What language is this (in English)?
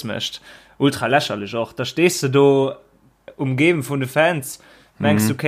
Luxembourgish